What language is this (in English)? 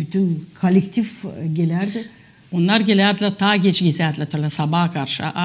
Gagauz